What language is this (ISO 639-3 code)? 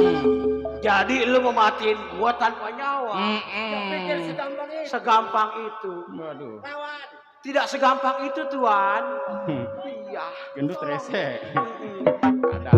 bew